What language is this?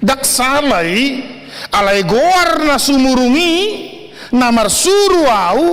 Batak Toba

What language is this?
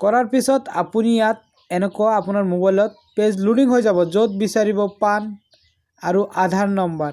Assamese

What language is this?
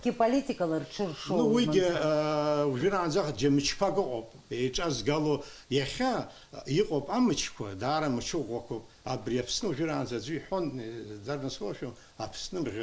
Abkhazian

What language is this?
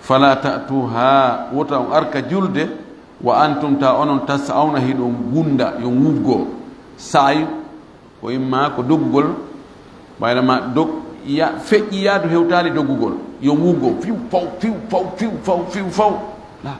Fula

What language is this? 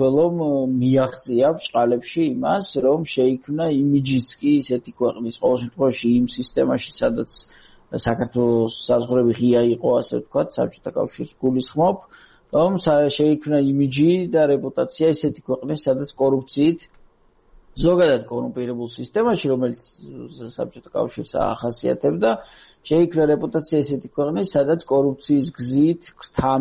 Georgian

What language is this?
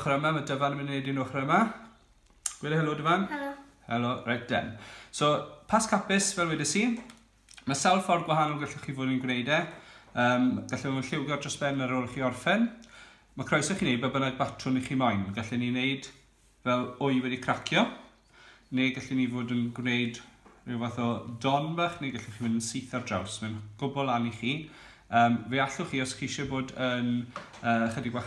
Welsh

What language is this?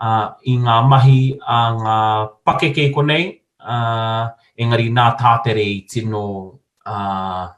Māori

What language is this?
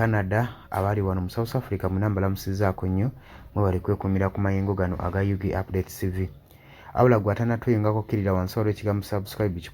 Ganda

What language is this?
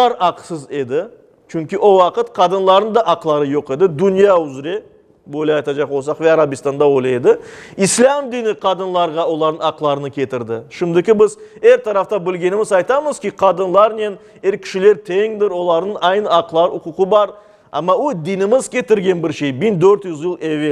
Crimean Tatar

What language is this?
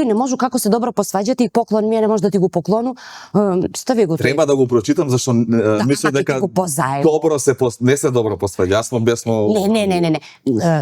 Macedonian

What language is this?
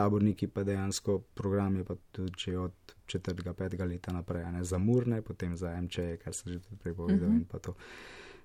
Slovenian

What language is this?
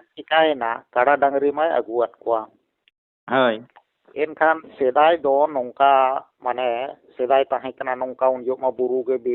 Santali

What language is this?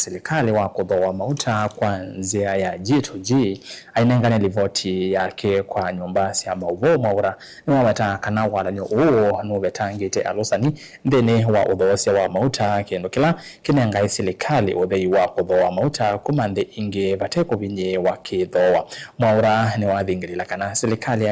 Kamba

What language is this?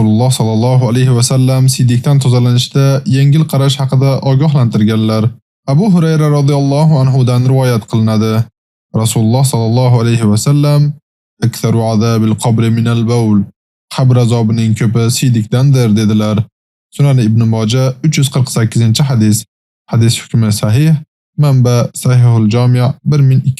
Uzbek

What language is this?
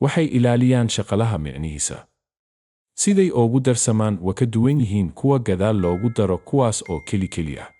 Somali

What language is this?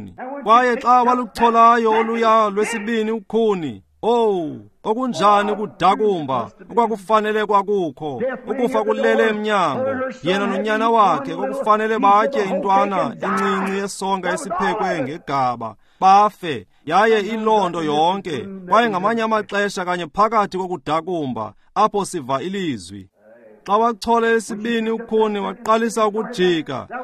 Xhosa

